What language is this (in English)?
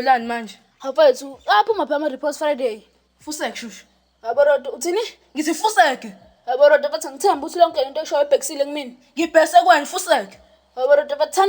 Zulu